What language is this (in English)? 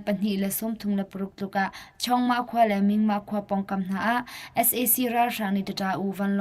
Hakha Chin